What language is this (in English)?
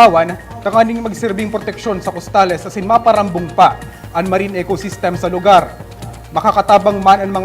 Bikol